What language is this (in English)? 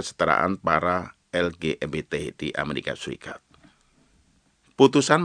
Indonesian